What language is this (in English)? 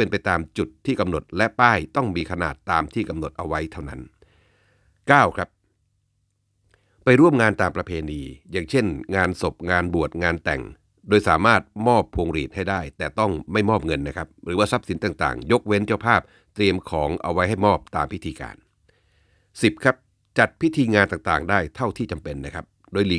Thai